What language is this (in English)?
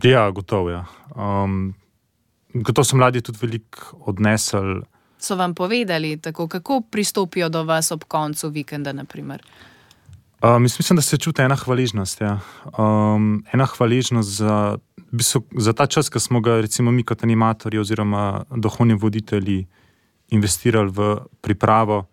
Slovenian